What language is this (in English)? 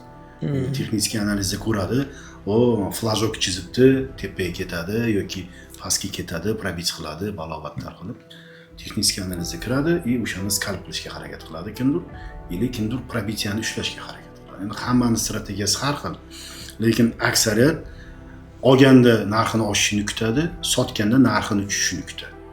Uzbek